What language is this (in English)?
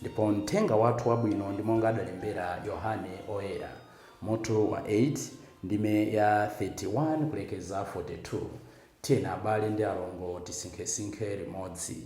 Nyanja